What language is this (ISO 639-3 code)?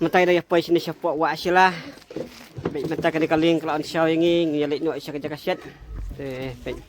kha